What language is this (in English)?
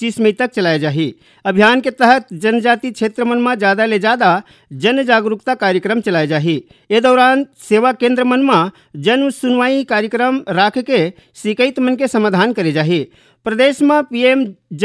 Chhattisgarhi